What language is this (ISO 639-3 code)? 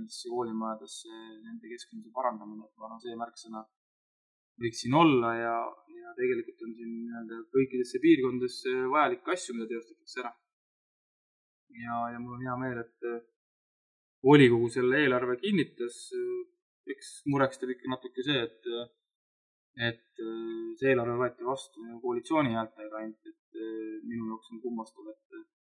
est